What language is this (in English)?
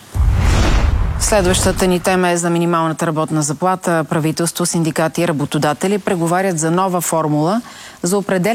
Bulgarian